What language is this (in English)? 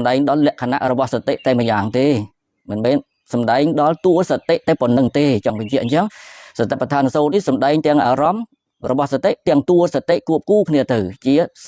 Khmer